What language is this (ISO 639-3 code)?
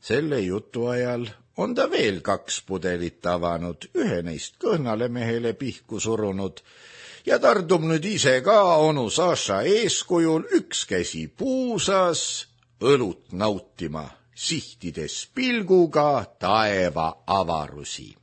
est